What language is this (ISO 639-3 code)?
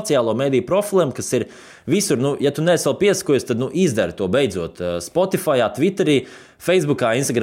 lav